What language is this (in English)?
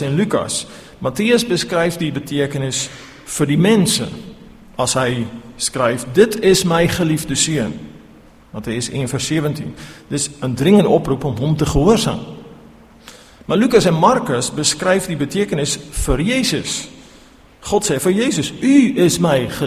Afrikaans